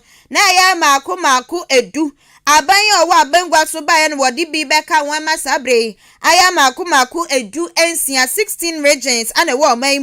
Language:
Akan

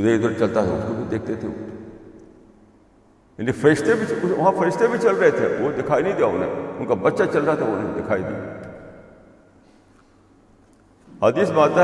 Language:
Urdu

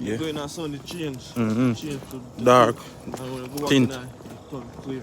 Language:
Jamaican Creole English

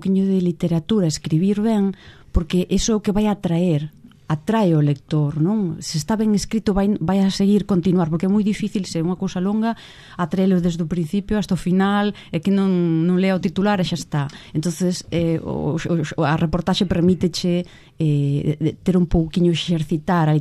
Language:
Galician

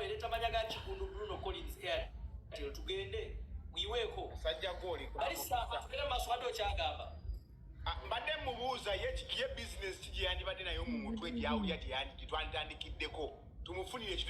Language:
Ganda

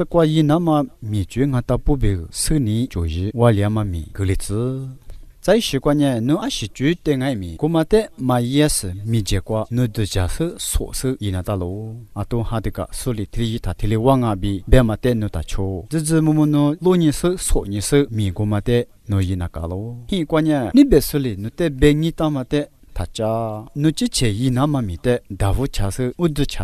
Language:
Lisu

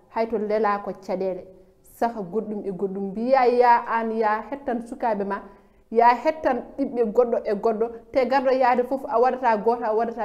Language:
Fula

